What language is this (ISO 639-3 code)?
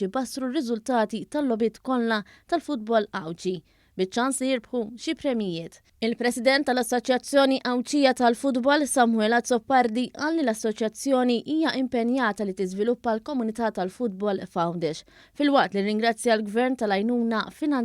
mlt